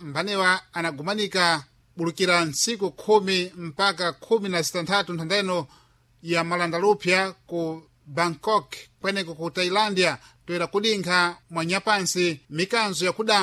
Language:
Sena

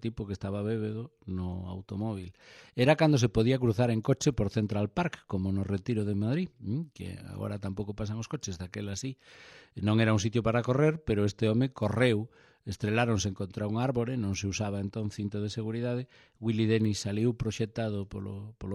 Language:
Galician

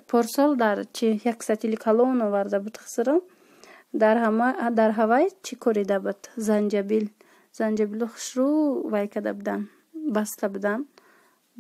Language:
Tajik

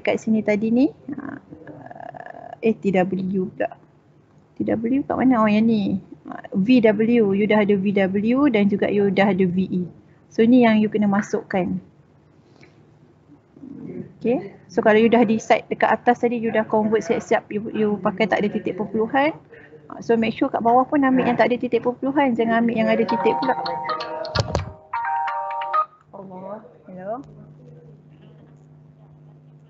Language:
Malay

